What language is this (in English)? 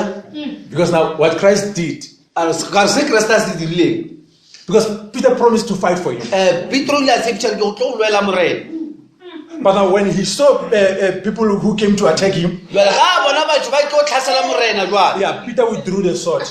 Northern Sotho